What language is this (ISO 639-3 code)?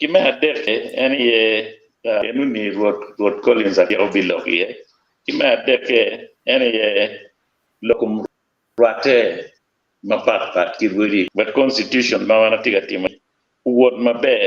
ach